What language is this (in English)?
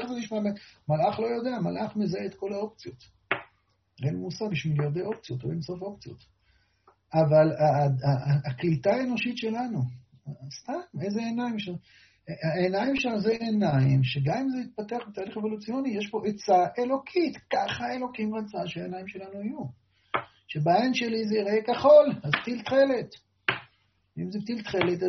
Hebrew